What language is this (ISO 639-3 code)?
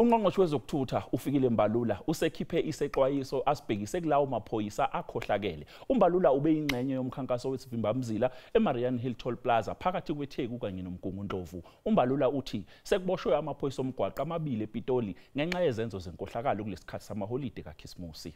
zul